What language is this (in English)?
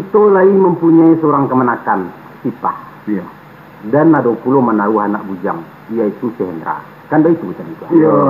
Minangkabau